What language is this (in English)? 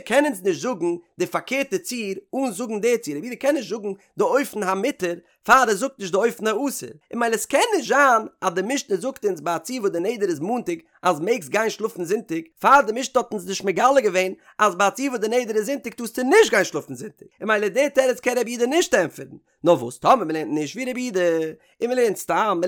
Yiddish